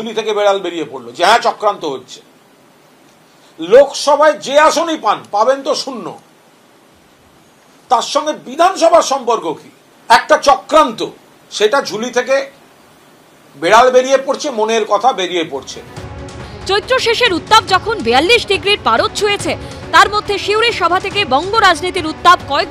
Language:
Bangla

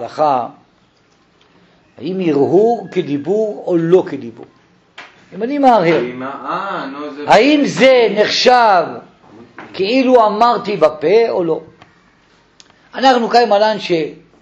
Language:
Hebrew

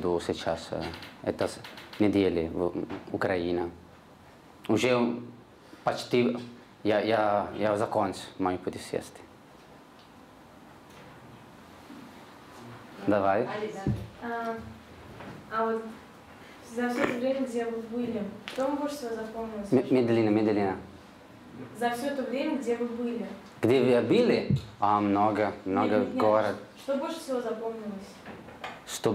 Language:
Russian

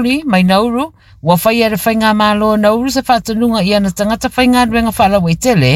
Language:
Samoan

